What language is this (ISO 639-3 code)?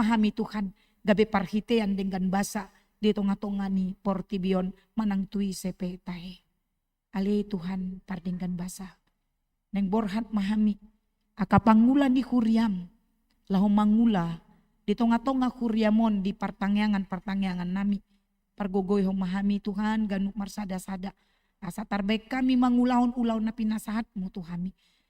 bbc